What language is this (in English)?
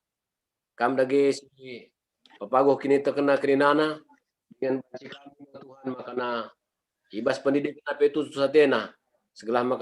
Batak Karo